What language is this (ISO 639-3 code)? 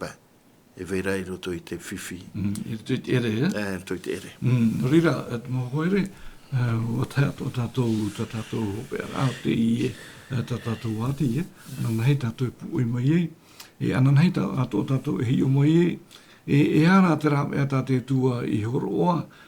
tah